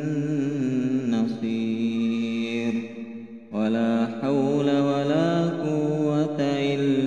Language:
Buginese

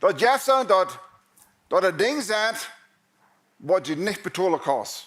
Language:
Plautdietsch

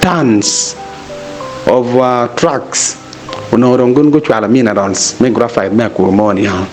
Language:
Acoli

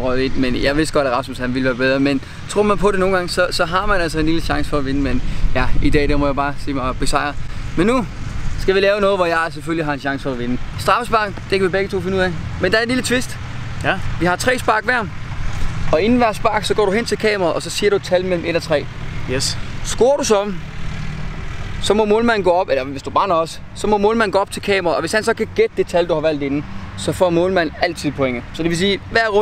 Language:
Danish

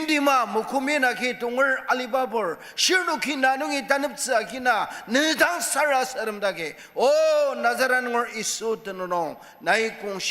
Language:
Ao Naga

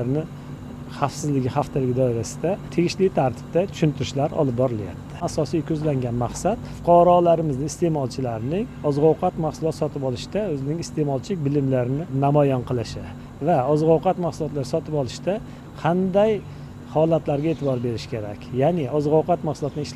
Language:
Uzbek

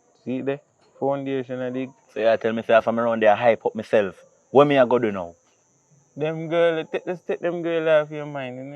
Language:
Jamaican Creole English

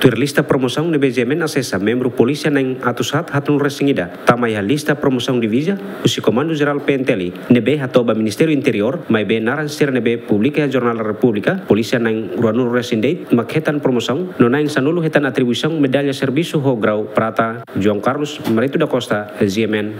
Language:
Tetum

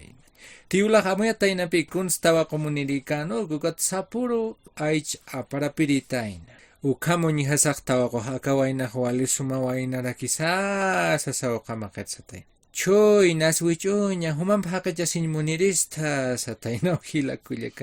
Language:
Aymara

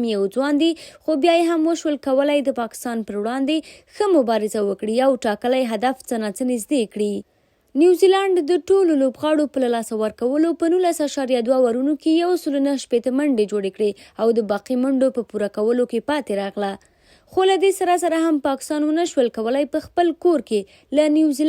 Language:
Pashto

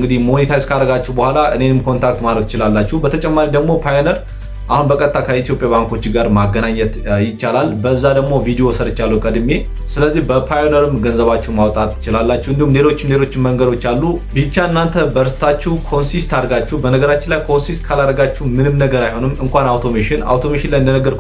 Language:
Amharic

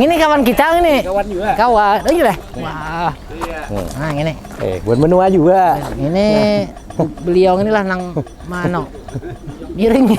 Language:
Banjar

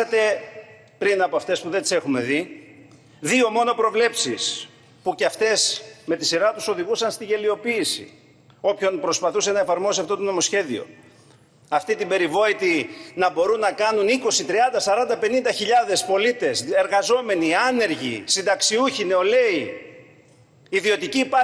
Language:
Greek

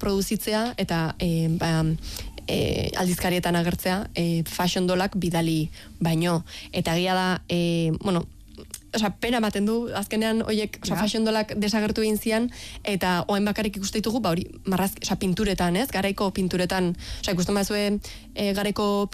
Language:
Basque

